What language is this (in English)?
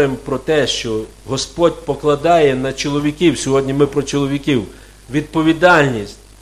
Ukrainian